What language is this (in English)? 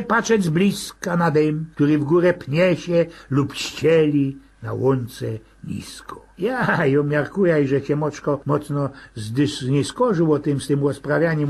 Silesian